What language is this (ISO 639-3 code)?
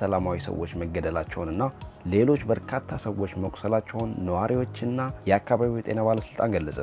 amh